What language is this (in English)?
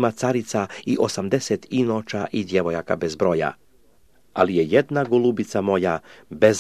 Croatian